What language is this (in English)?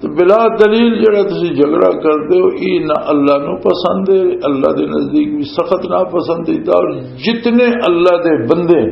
Western Panjabi